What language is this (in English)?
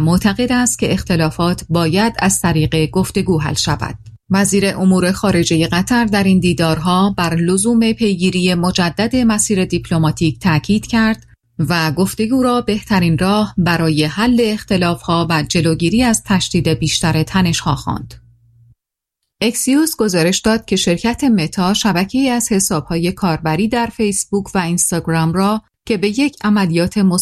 Persian